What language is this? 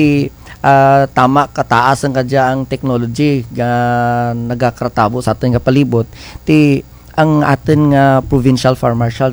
Kinaray-a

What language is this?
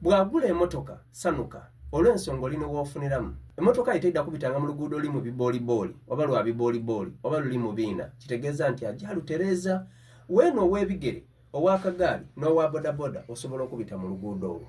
Soga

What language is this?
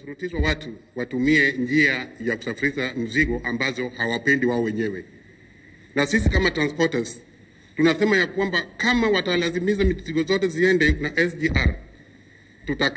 Swahili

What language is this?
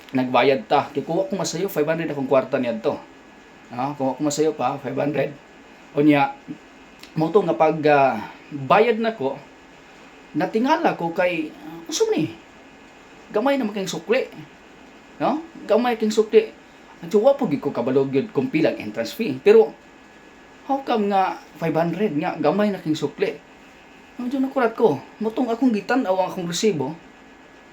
Cebuano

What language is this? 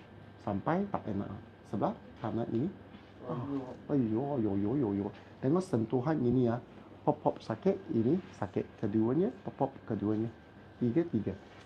Malay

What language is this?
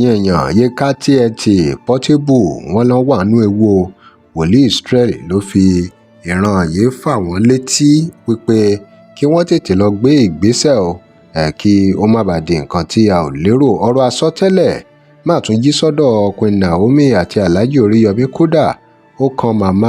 Yoruba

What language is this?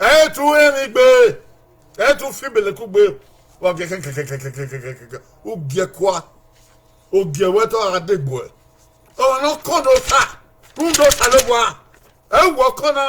Bini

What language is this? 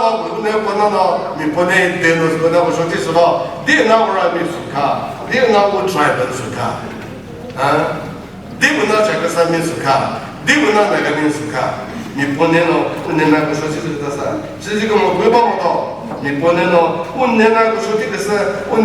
Chokri Naga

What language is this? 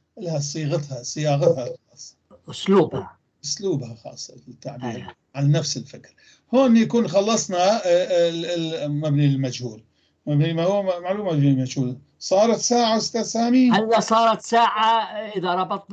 North Levantine Arabic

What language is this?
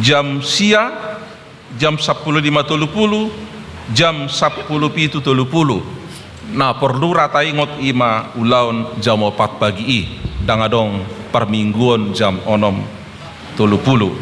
Batak Toba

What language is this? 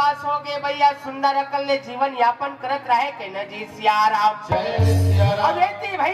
Chhattisgarhi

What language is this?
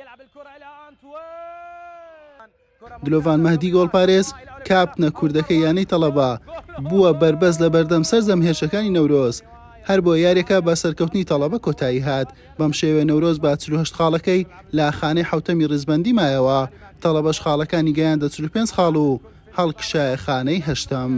Central Kurdish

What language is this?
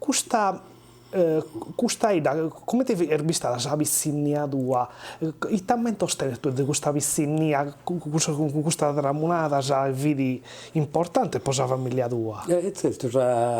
Sardinian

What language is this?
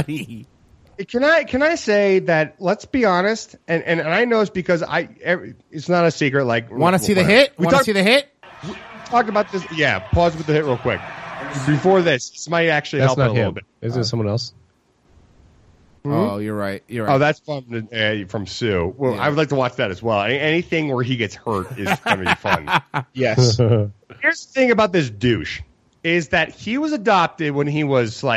English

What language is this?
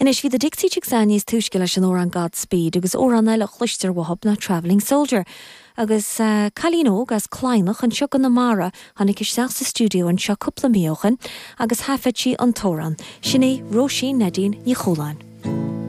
Irish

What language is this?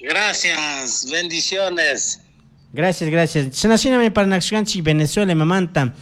Chimborazo Highland Quichua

